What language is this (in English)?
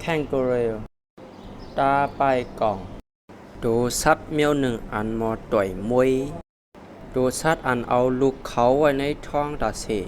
Shan